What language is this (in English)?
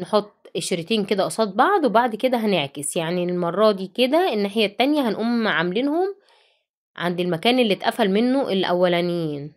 Egyptian Arabic